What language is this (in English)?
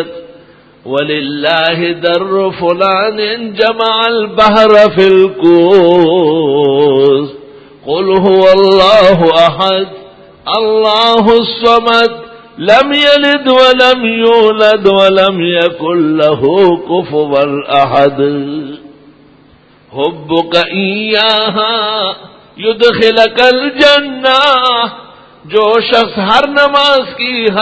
Urdu